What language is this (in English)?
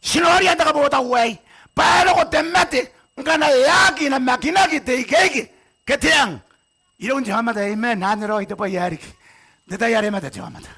Gilbertese